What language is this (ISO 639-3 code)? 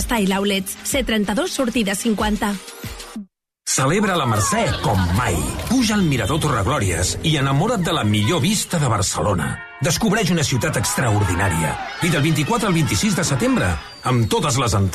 cat